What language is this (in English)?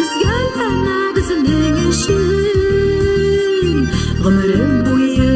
Bashkir